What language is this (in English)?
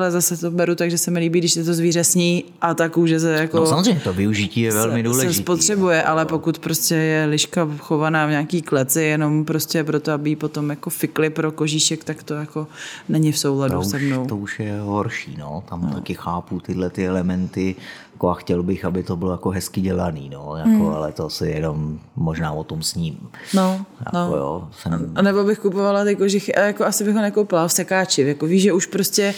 Czech